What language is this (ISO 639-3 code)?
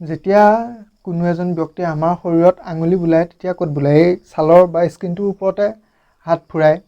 asm